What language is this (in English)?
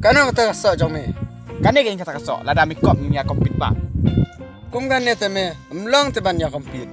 Khasi